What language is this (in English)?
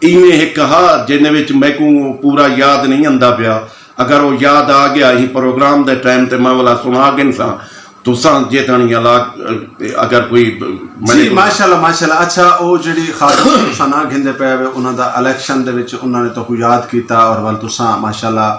Saraiki